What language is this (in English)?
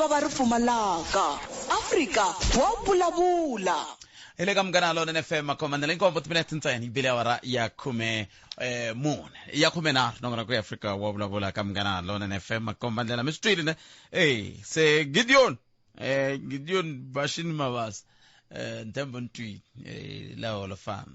Tsonga